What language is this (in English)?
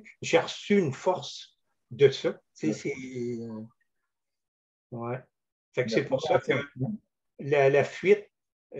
French